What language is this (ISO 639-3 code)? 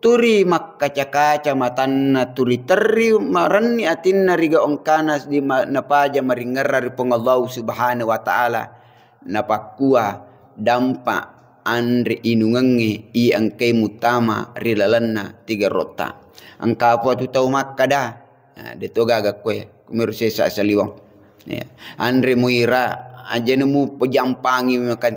bug